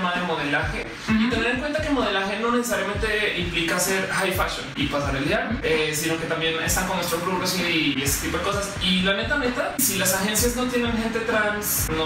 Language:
Spanish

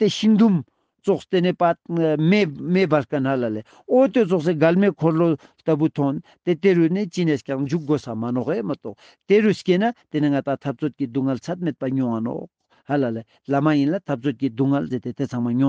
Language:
Ladakhi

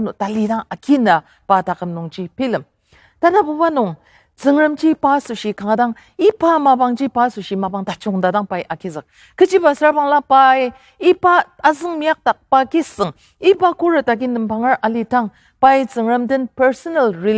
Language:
Ao Naga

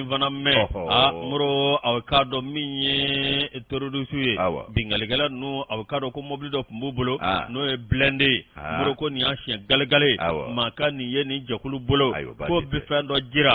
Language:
Bambara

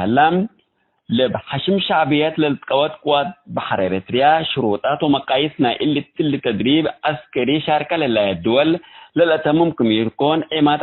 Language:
Tigre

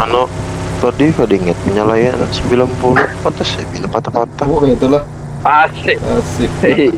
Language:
Banjar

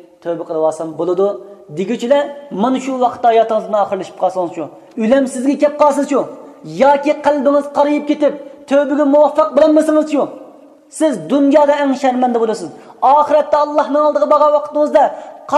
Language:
Uyghur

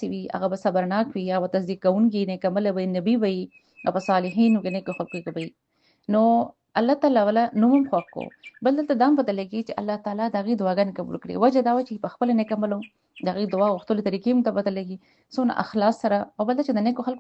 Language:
Pashto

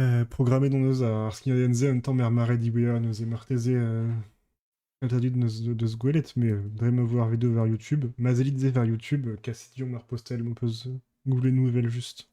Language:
Breton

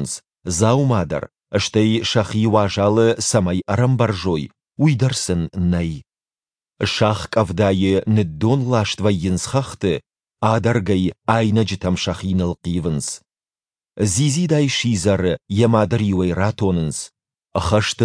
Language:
Ossetic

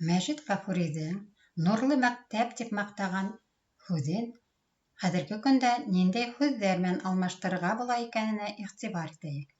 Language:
Bashkir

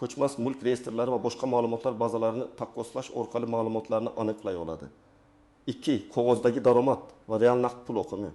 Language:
Uzbek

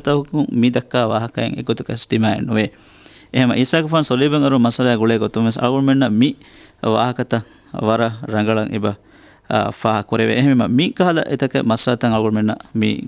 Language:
Divehi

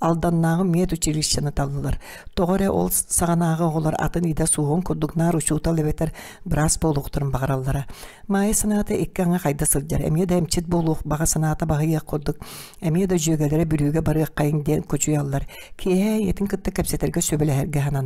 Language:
Yakut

